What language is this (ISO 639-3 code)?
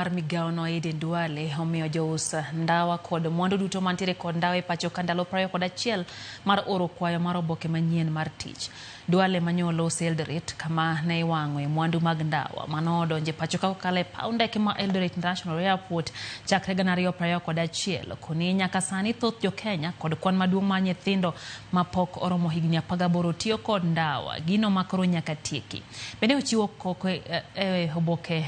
luo